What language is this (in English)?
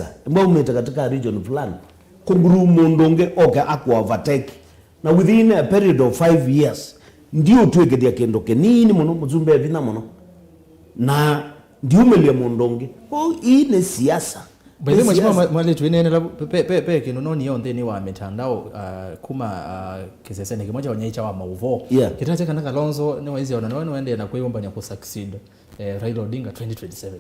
Kamba